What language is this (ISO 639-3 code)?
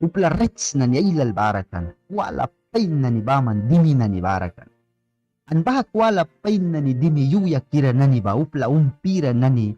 miq